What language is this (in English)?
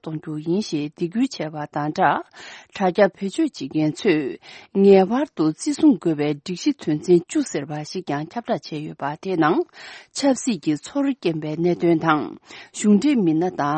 Tibetan